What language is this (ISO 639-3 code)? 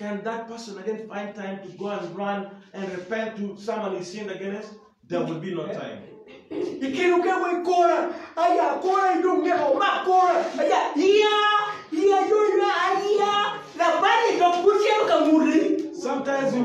ach